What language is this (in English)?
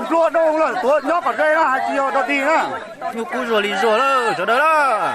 Hmong